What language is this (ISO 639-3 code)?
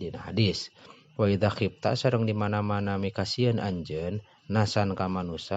sun